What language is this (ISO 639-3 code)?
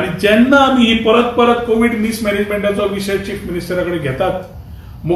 kok